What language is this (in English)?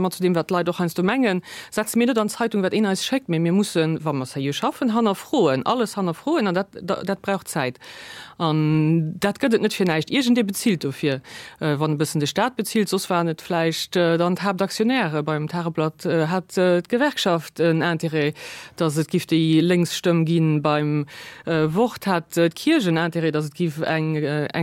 Luxembourgish